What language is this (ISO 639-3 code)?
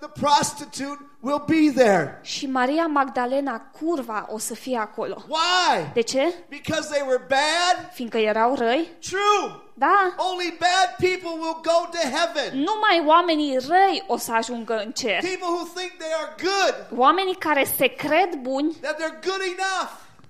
ron